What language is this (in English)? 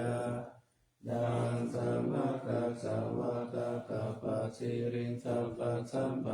Pali